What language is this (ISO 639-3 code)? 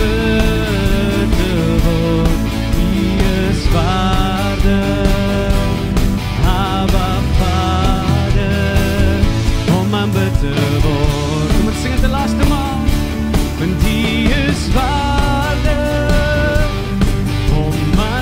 afr